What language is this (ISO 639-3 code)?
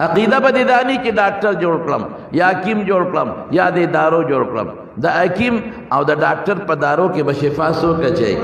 pus